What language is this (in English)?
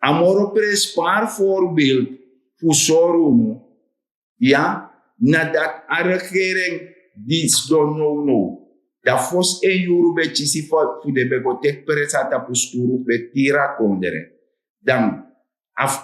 Sranan Tongo